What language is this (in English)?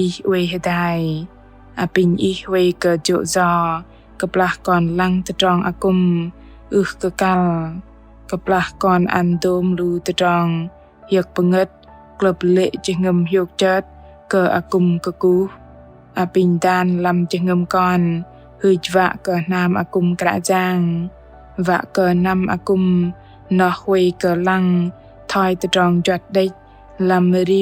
Bahnar